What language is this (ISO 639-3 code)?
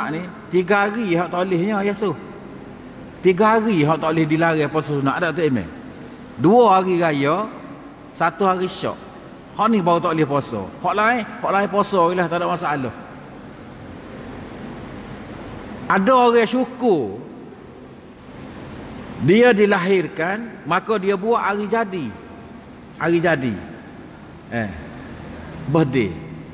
msa